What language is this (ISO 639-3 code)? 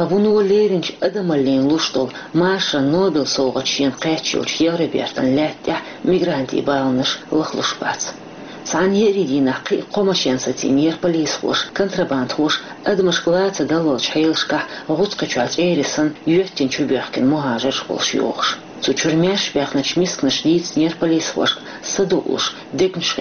che